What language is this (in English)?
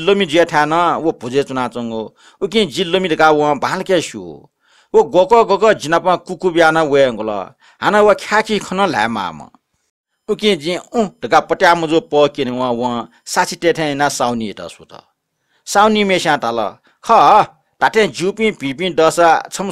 Newari